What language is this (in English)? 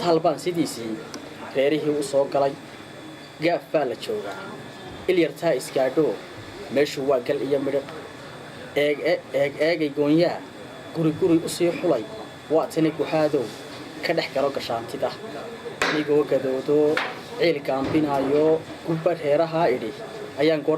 Somali